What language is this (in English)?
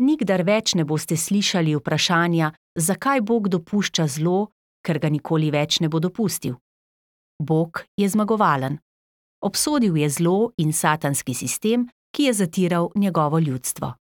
Slovenian